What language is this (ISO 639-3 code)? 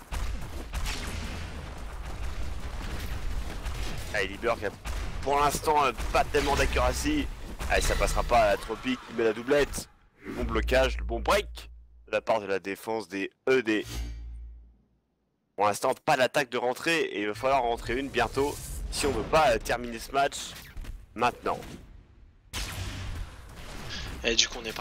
fra